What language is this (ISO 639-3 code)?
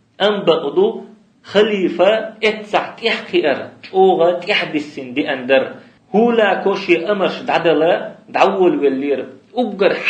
che